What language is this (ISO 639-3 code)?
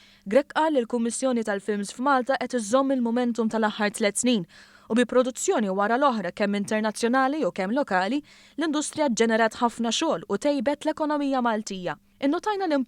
mlt